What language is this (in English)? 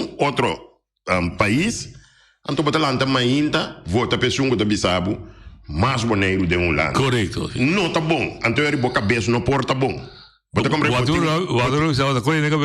Papiamento